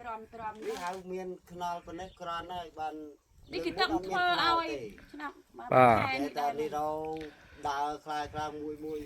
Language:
Khmer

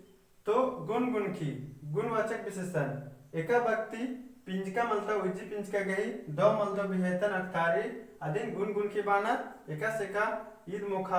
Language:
Kurukh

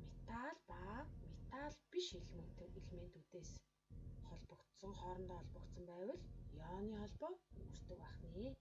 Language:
Mongolian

